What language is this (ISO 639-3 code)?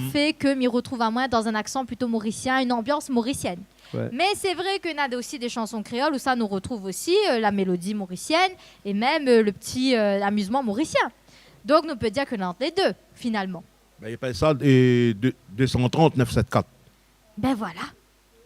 rcf